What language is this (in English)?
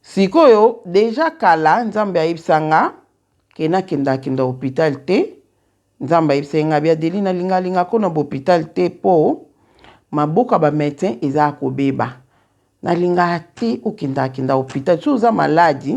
Lingala